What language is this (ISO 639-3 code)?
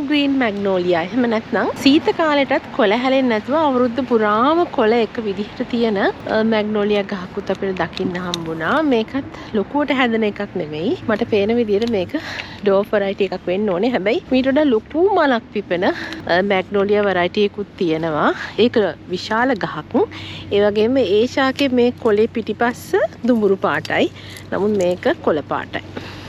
sin